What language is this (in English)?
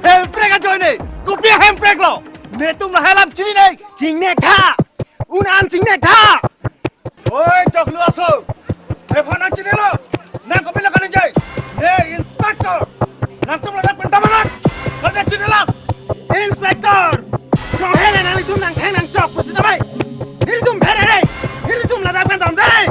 Karbi